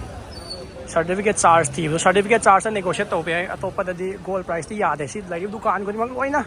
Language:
Manipuri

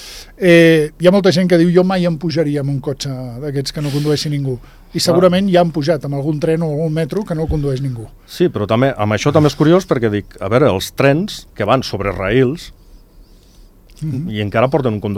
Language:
Catalan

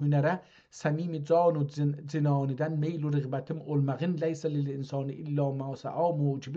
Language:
South Azerbaijani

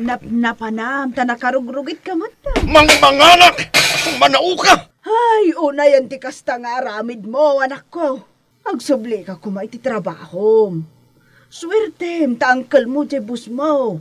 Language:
Iloko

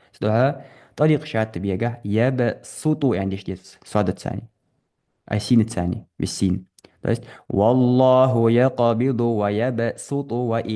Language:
Ingush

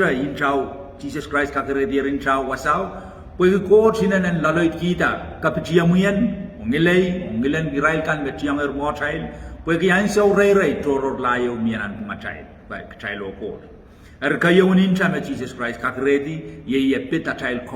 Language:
Pohnpeian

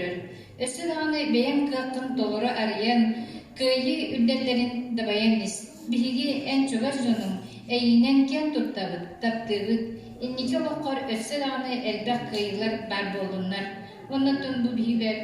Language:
Yakut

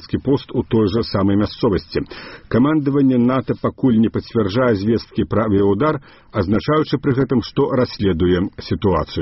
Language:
Belarusian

